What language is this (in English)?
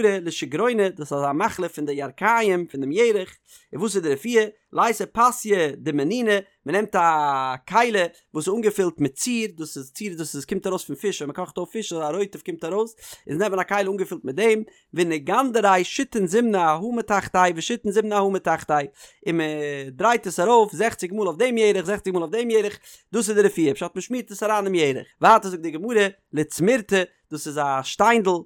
Yiddish